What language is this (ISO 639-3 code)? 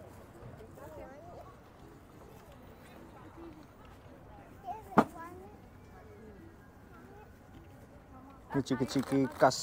ind